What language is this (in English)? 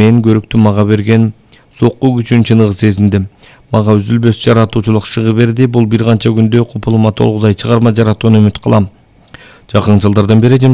Kyrgyz